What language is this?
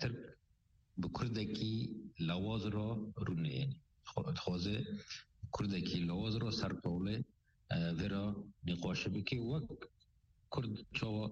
Kurdish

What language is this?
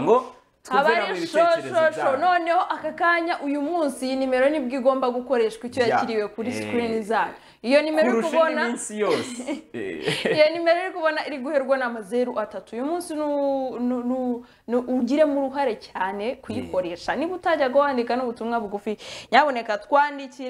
Kinyarwanda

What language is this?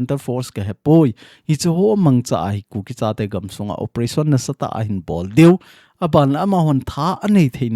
Thado Chin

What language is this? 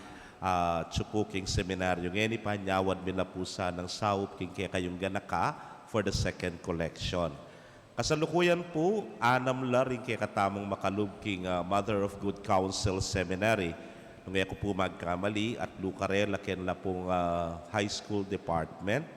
Pampanga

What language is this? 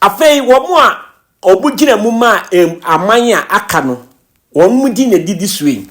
Akan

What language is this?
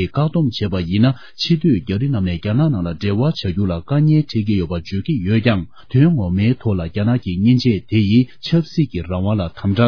Tibetan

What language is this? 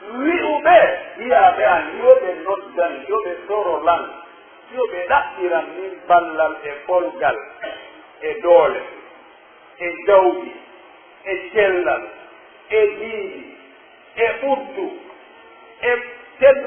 Pular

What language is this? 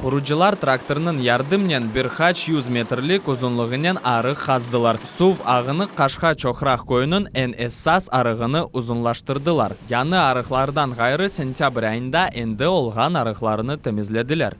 Crimean Tatar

